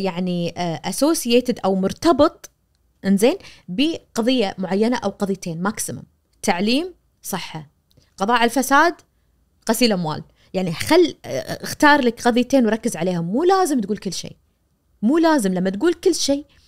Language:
Najdi Arabic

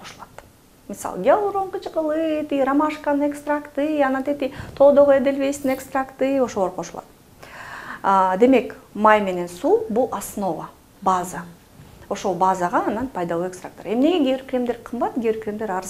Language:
Kyrgyz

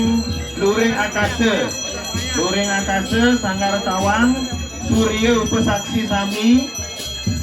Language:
Balinese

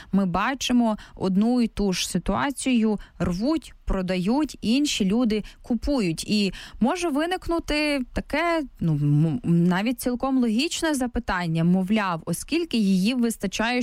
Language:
Ukrainian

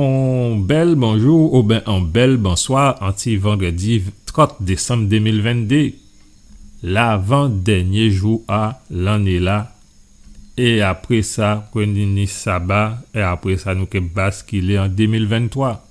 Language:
Guadeloupean Creole French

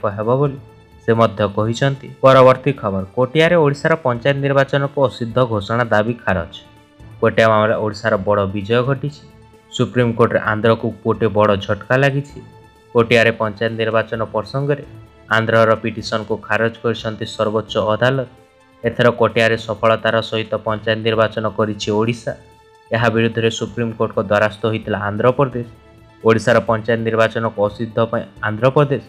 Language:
Odia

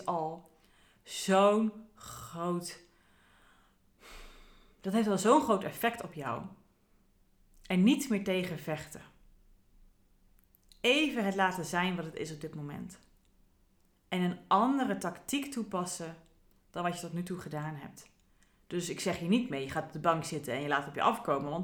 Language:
Dutch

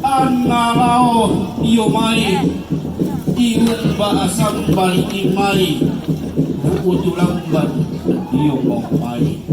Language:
Toraja-Sa'dan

